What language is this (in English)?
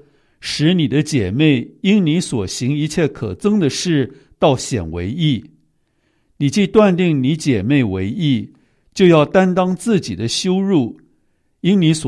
Chinese